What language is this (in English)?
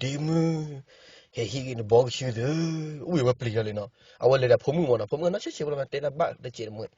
S'gaw Karen